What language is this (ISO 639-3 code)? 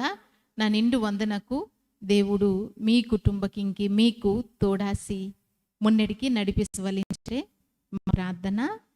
kff